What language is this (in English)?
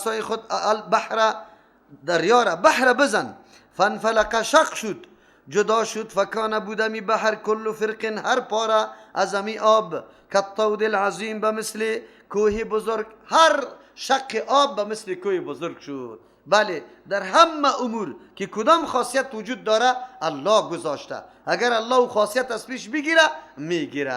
Persian